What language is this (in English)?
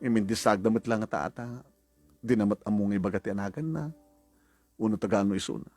Iloko